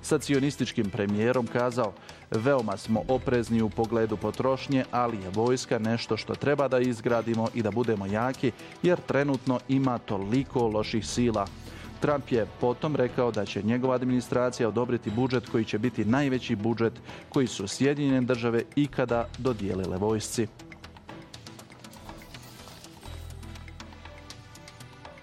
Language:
Bosnian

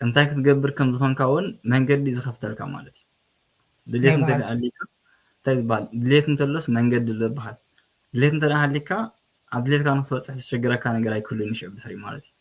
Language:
Tigrinya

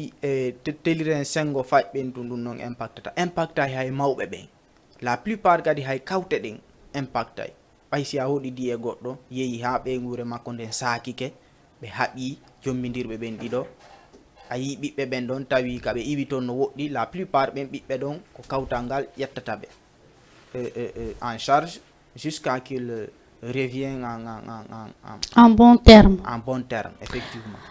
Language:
Fula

